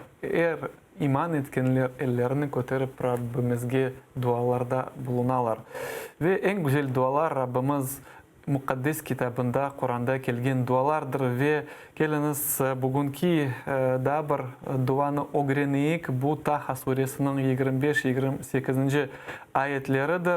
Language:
Crimean Tatar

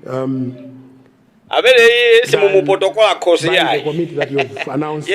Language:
Nyanja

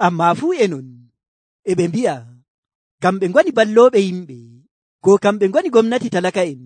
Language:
Nigerian Fulfulde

